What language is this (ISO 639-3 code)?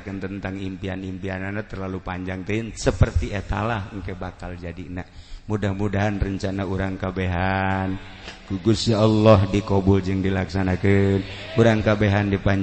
sun